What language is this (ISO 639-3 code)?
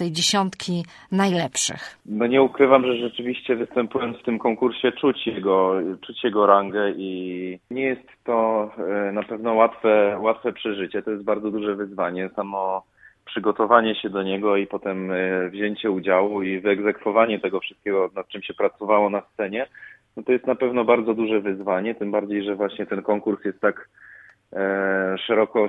pol